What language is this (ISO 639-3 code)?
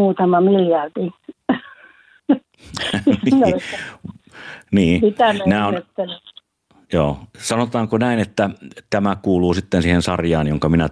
fin